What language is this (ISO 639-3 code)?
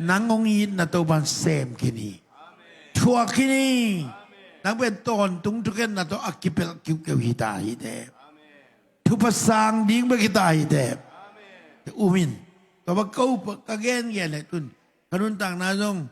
ctd